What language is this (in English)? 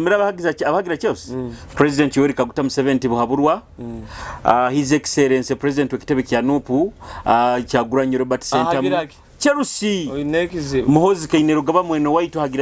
Nyoro